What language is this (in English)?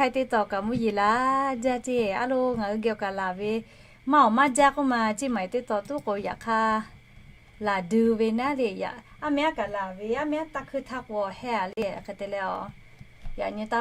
Lahu